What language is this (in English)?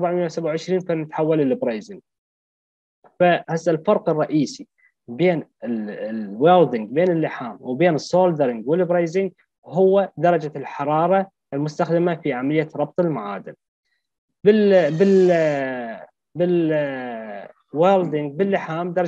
Mesopotamian Arabic